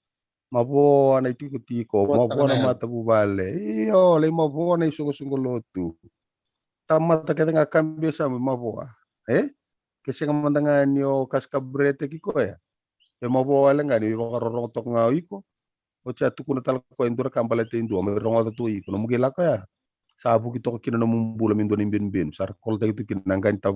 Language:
Fijian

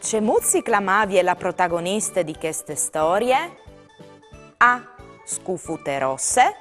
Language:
Friulian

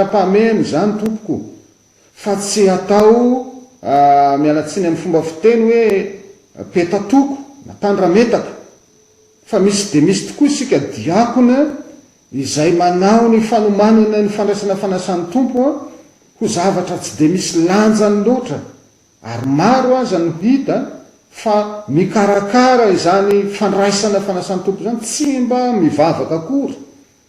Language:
Malagasy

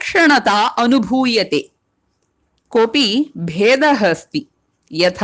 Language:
Sanskrit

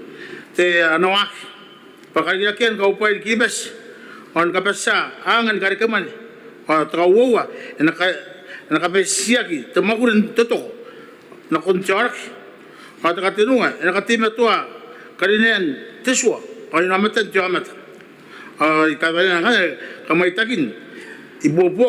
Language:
Gilbertese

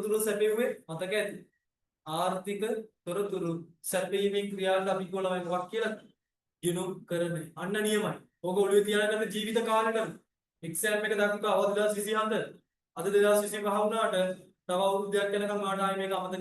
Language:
Sinhala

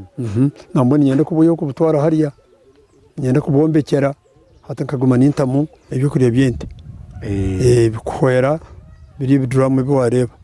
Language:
Nyankole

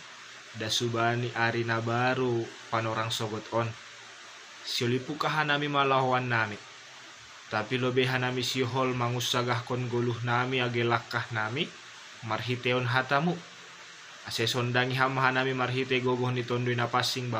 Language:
Batak Simalungun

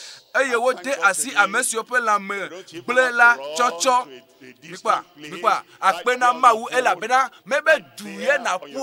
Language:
Ewe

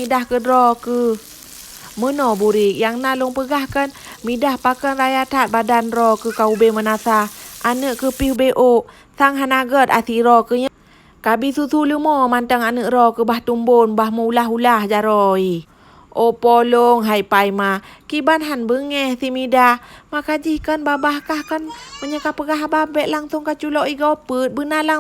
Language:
Achinese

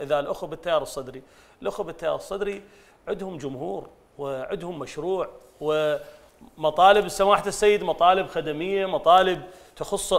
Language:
Mesopotamian Arabic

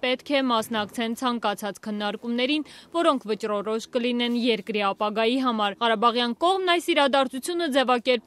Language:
Armenian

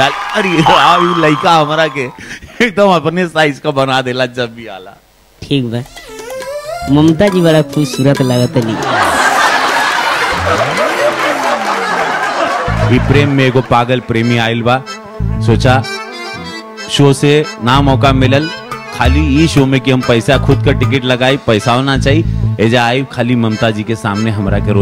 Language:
Bhojpuri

